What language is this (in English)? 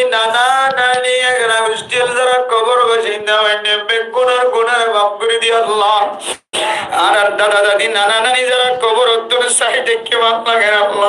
Rohingya